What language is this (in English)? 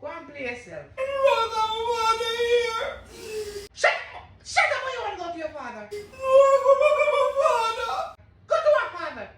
Jamaican Creole English